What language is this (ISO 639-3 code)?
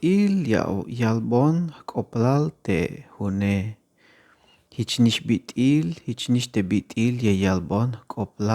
tzh